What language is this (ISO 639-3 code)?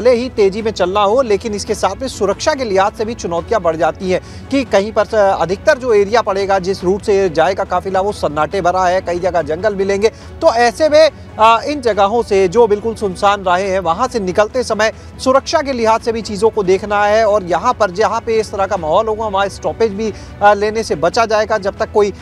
hin